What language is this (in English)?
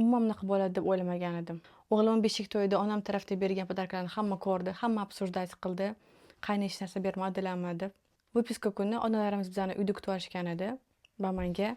Uzbek